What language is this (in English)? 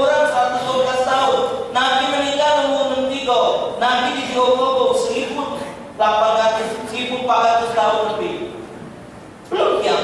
Musi